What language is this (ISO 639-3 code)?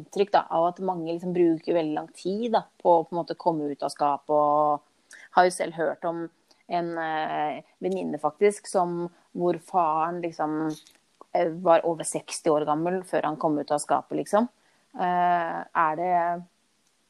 nor